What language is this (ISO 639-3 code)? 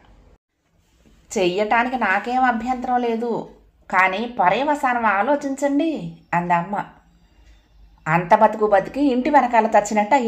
tel